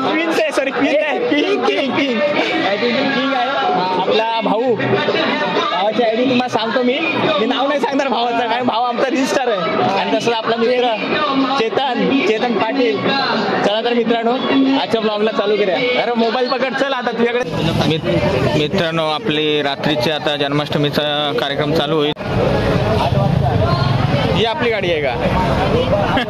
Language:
Marathi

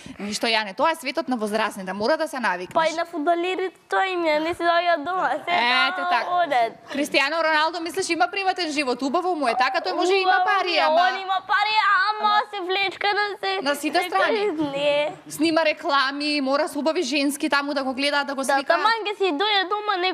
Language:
Macedonian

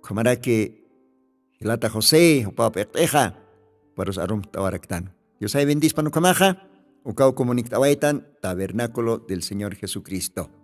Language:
Aymara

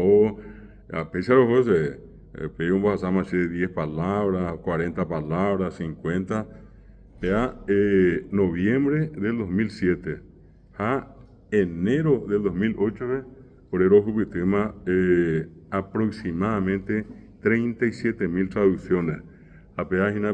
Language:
Guarani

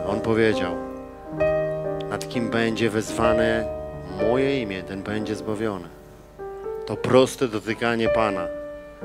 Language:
Polish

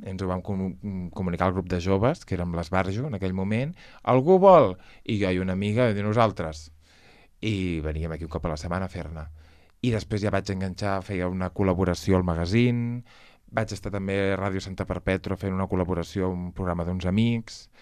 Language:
Catalan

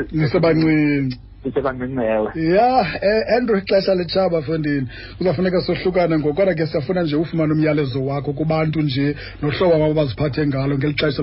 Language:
Xhosa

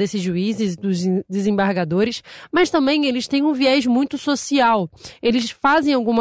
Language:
Portuguese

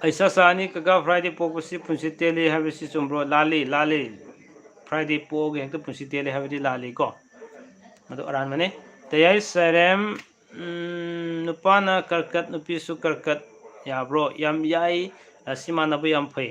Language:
Manipuri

